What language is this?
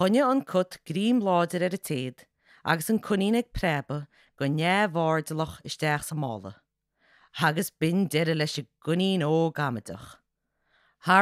Irish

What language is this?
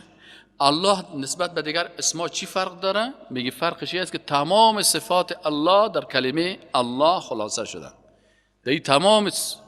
Persian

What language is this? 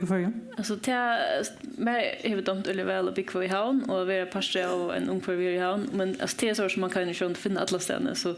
Faroese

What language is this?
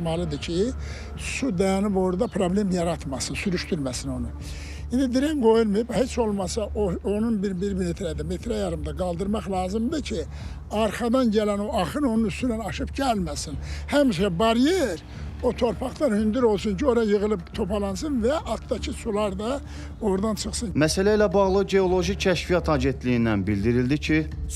Azerbaijani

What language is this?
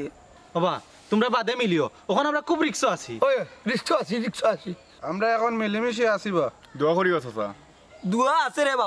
Sylheti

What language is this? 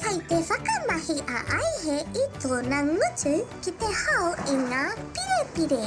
Māori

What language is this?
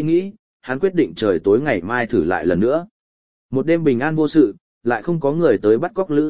Vietnamese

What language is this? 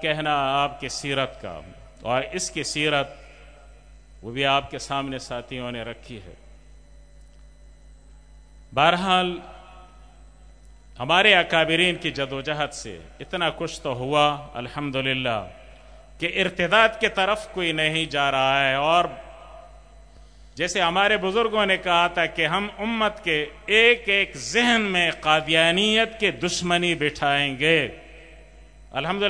Urdu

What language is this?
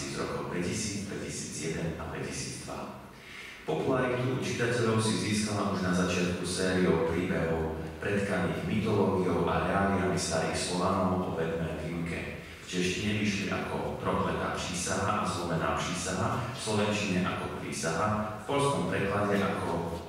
Slovak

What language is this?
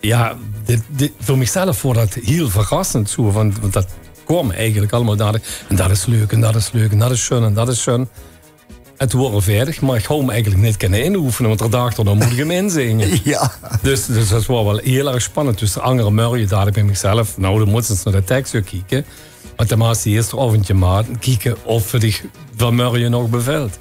Limburgish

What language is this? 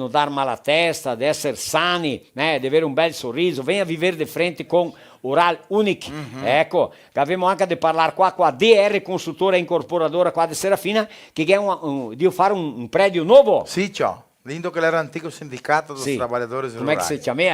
Venetian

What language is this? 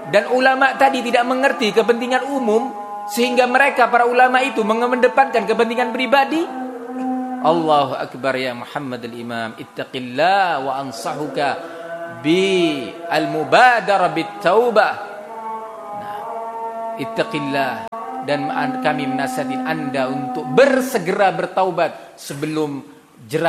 Indonesian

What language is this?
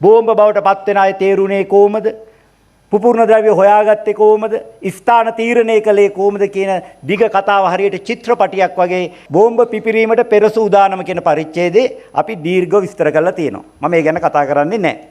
Sinhala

